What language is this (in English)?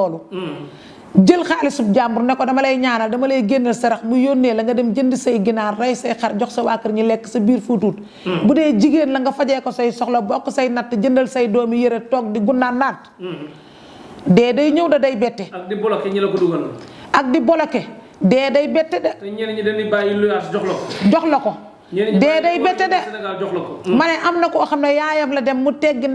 Wolof